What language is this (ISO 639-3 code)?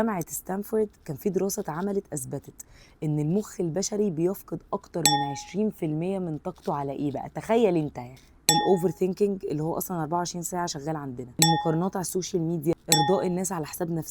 arz